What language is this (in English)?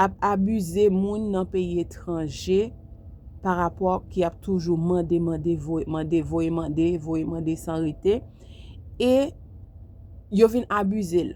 Haitian Creole